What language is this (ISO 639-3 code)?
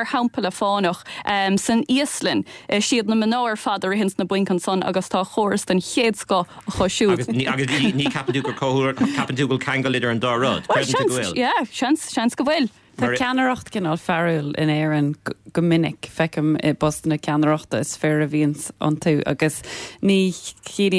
gle